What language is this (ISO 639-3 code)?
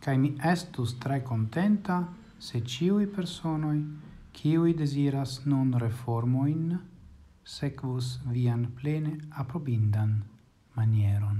epo